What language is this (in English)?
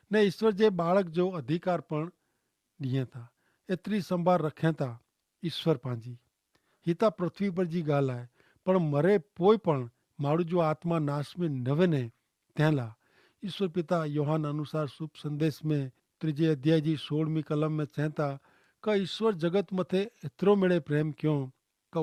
Kachhi